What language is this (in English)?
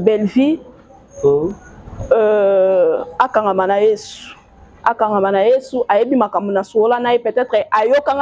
Lingala